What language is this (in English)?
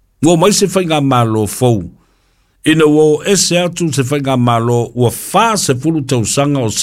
Samoan